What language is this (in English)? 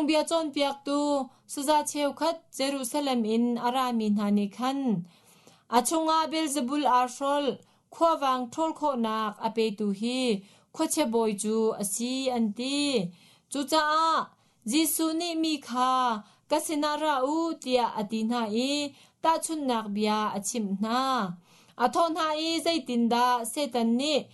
Hakha Chin